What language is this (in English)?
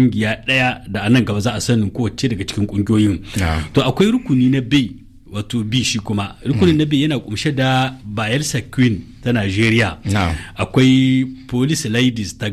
Hausa